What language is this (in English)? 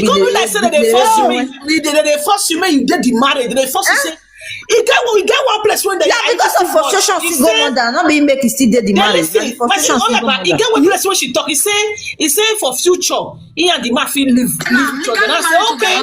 Nigerian Pidgin